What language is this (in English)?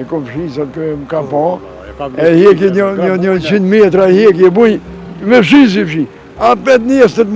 Albanian